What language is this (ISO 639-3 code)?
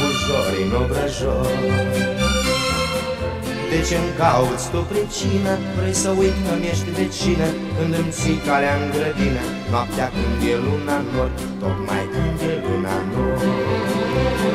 ron